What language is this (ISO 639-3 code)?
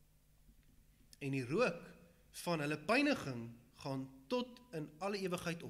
afr